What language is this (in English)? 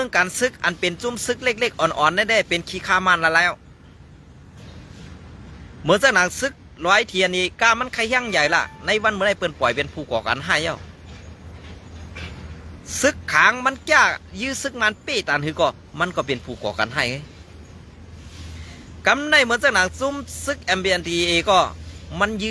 Shan